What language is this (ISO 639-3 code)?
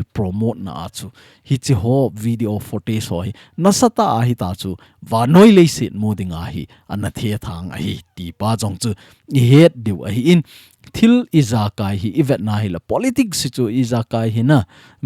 tcz